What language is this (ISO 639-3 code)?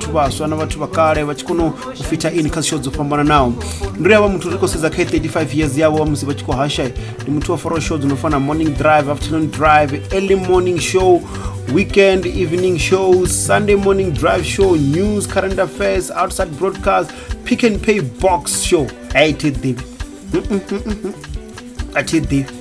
ven